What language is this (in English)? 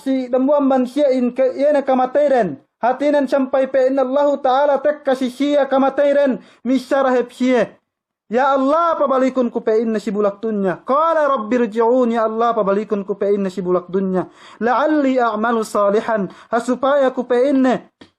Yakan